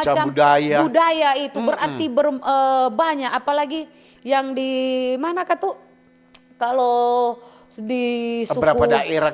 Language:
Manado Malay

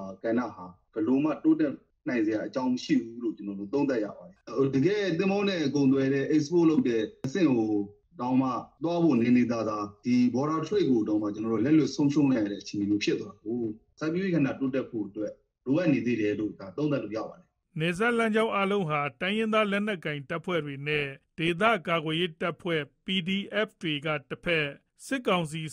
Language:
Burmese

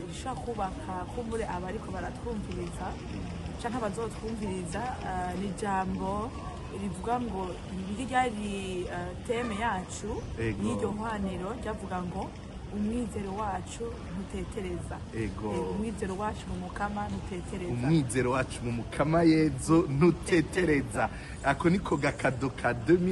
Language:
Rundi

